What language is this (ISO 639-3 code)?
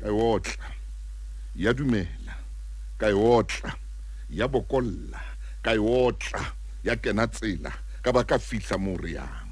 sot